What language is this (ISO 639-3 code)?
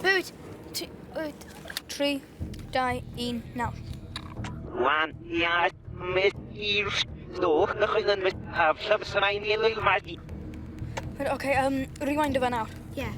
cym